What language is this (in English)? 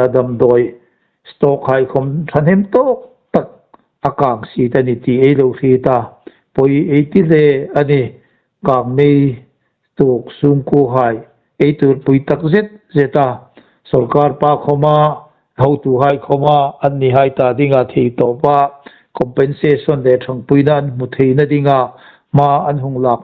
Hmar